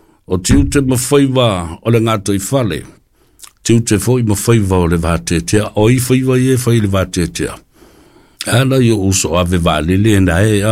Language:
Samoan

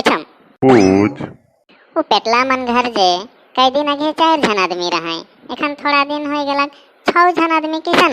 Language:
Sadri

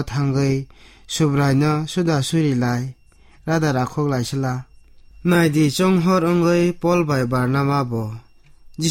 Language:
Kok Borok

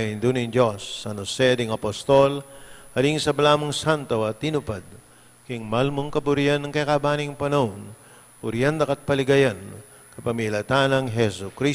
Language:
Pampanga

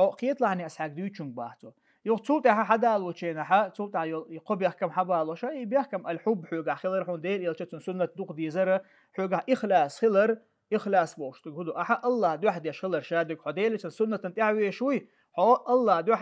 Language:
Chechen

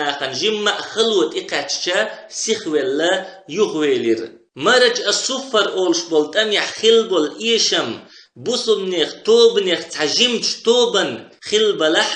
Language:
Chechen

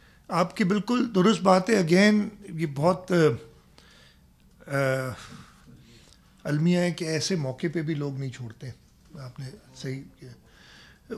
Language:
Urdu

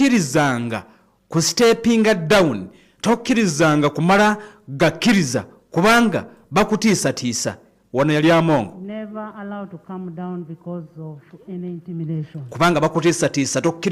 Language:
Ganda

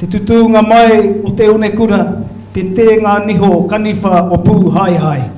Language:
Māori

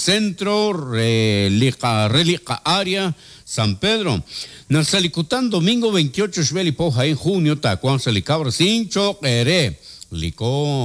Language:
Kekchí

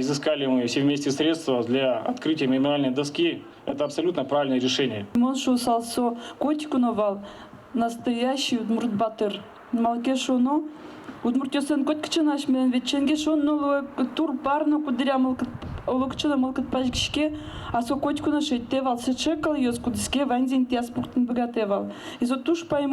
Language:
Udmurt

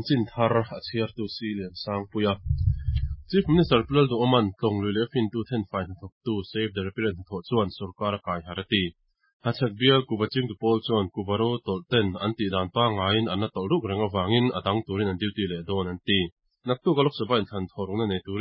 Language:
Mizo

